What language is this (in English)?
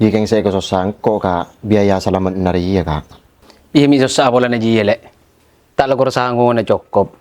Madurese